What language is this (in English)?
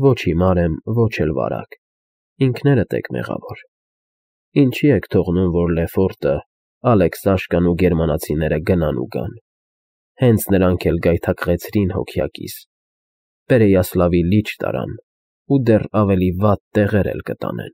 Armenian